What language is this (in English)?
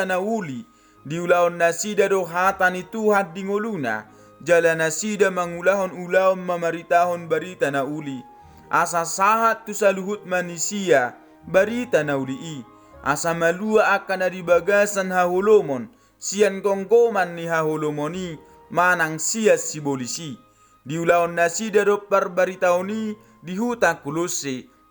Batak Toba